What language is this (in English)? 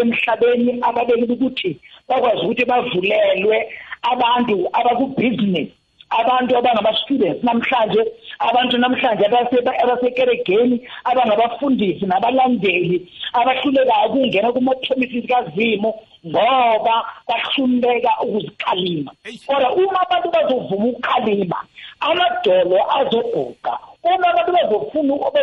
South Ndebele